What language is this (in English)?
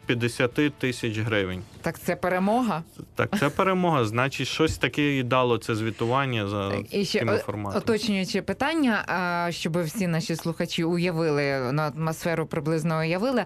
Ukrainian